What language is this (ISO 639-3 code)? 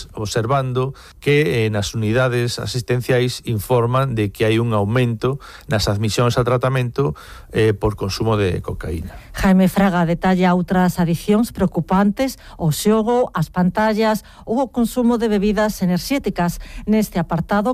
glg